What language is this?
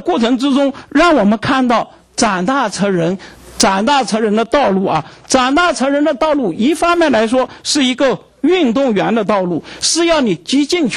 Chinese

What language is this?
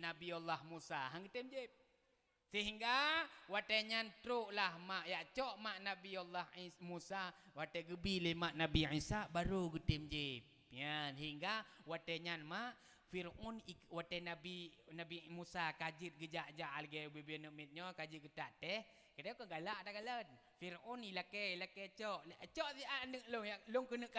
Achinese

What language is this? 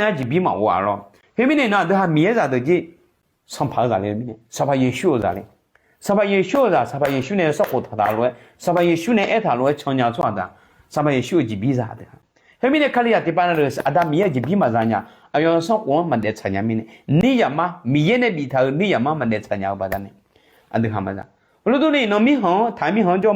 Akha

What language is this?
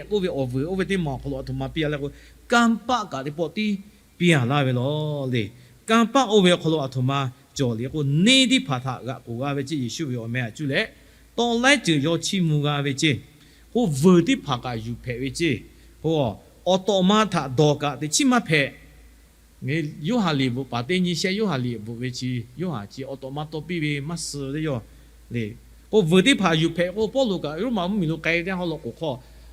Lahu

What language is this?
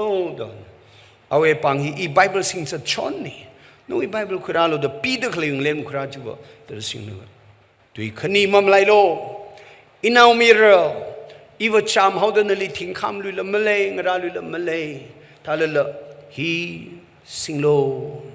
Tangkhul Naga (India)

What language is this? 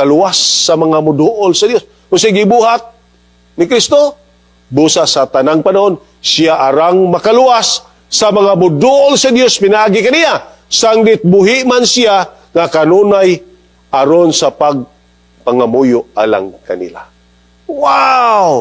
Cebuano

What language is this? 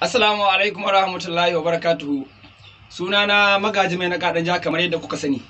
Hausa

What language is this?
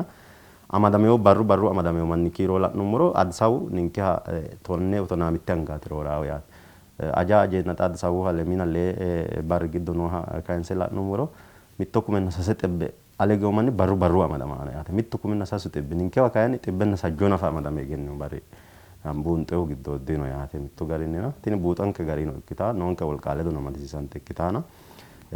Sidamo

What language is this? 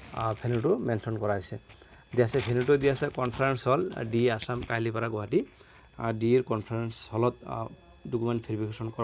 Assamese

